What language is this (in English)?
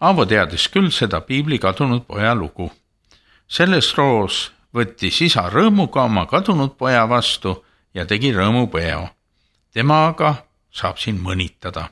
Estonian